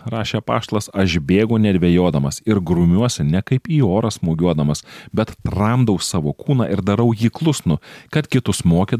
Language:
Lithuanian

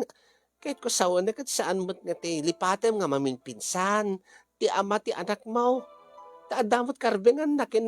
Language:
Iloko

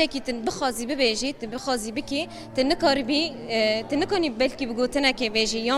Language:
Kurdish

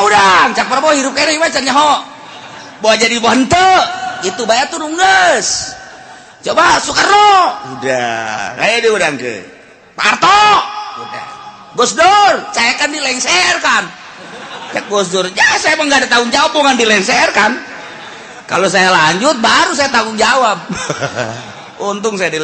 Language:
Sundanese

